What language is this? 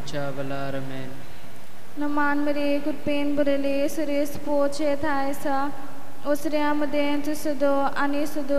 Konkani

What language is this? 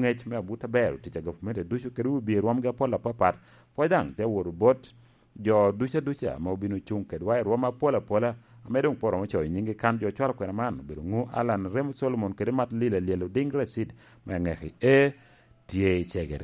Lango (Uganda)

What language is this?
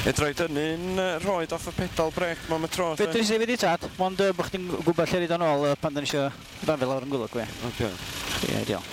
Welsh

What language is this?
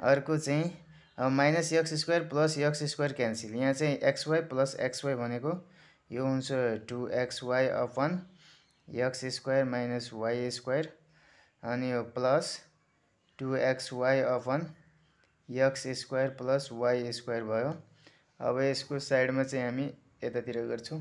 Nepali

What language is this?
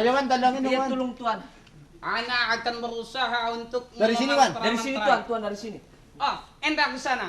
Betawi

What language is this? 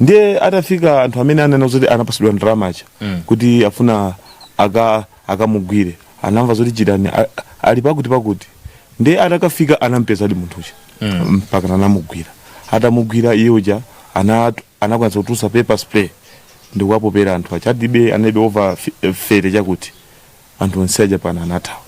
Nyanja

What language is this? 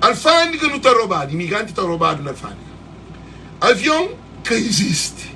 Kabuverdianu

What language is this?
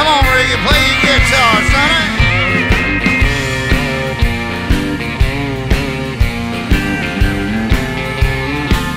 English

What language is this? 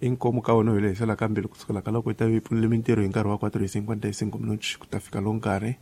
Tsonga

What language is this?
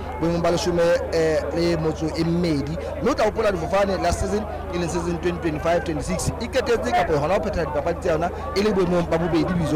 Southern Sotho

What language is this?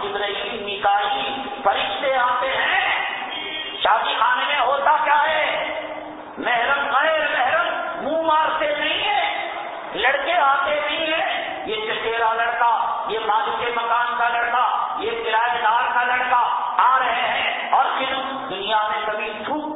Urdu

